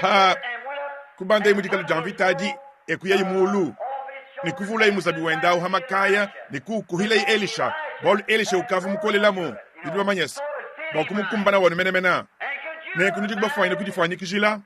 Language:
Luba-Lulua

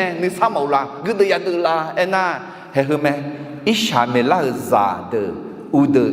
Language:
Akha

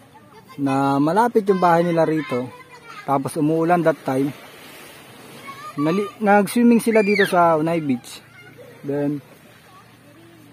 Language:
Filipino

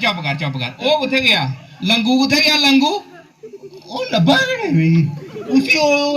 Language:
Dogri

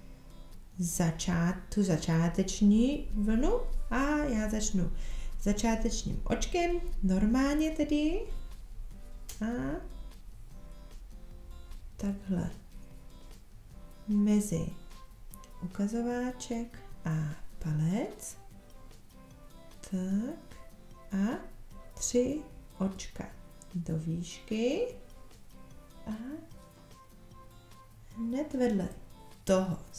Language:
Czech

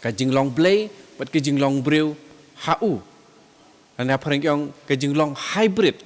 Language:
Khasi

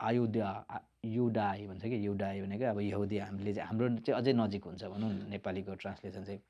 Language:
Nepali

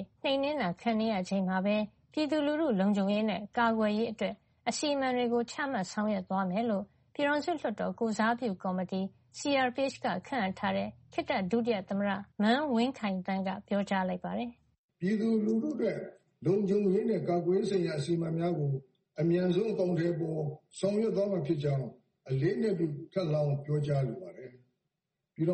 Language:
Burmese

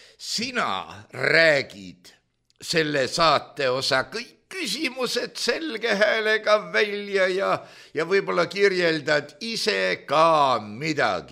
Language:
Estonian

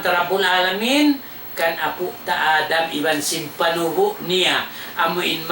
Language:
Tausug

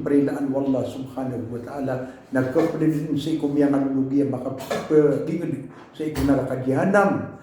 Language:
Maranao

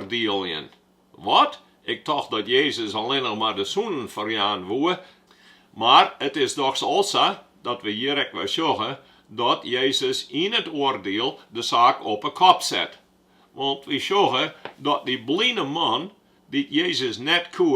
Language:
Western Frisian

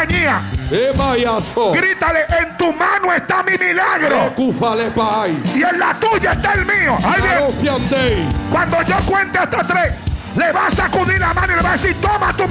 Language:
Spanish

